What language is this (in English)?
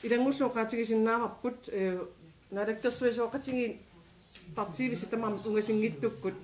Kalaallisut